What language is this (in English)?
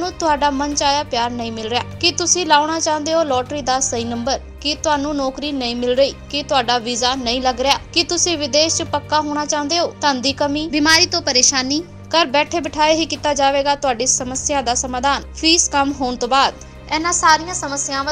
Punjabi